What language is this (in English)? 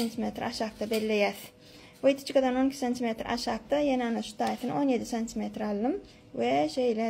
Turkmen